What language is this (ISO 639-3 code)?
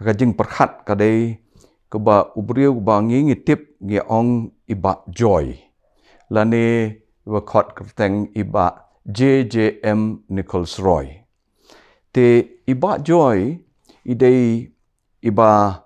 kha